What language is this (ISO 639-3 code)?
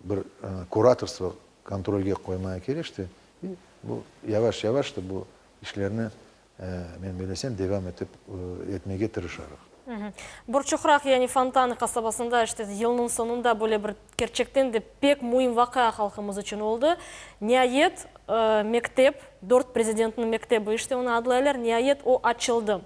crh